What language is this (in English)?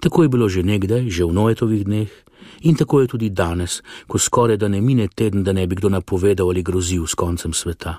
Slovenian